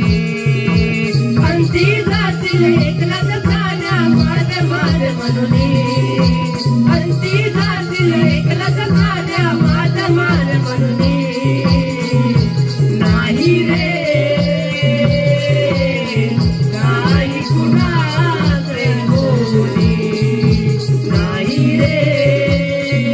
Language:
Marathi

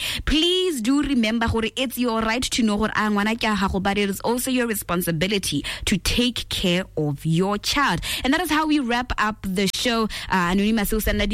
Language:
Tswana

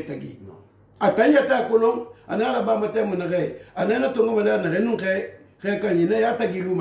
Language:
Susu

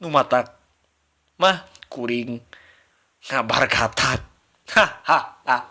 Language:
Sundanese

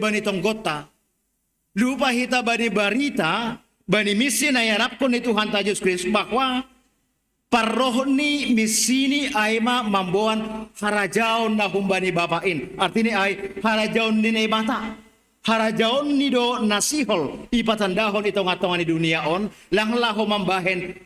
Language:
Batak Simalungun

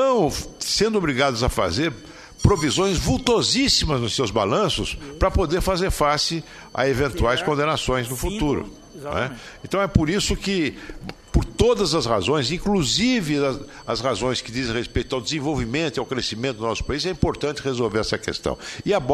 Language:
Portuguese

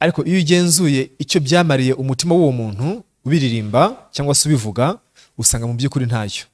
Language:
Kinyarwanda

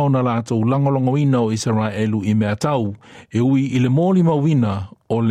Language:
Samoan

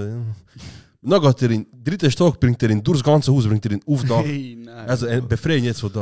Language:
Swiss German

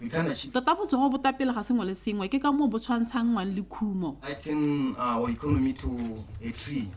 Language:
Tswana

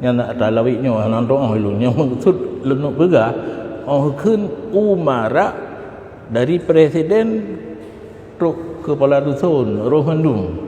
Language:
Achinese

